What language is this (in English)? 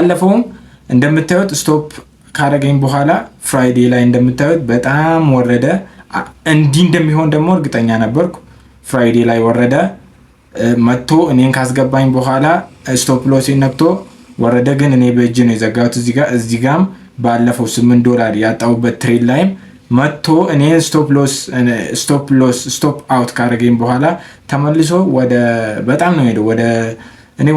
Amharic